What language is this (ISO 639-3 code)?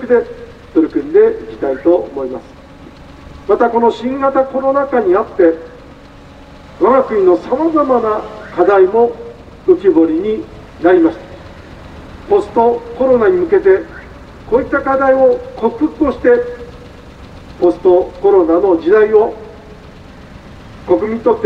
jpn